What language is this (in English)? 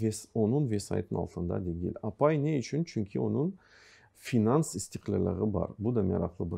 Crimean Tatar